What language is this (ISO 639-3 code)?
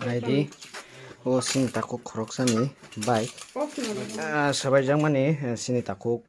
trp